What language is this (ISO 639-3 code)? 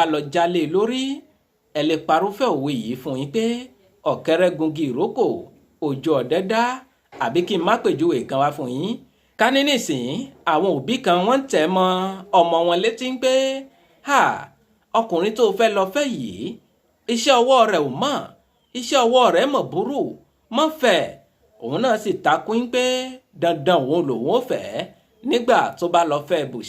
yor